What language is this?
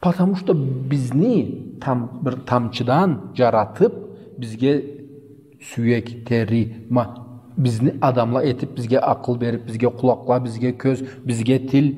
Karachay-Balkar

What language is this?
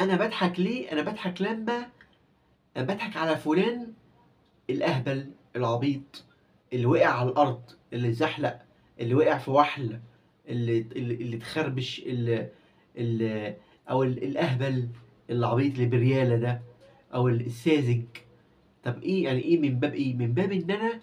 Egyptian Arabic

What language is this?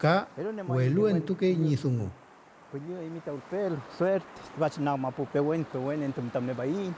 Mapuche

